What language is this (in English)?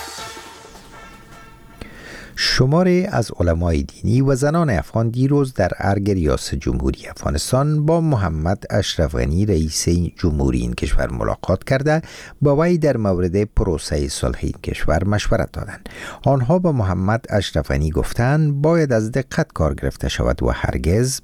Persian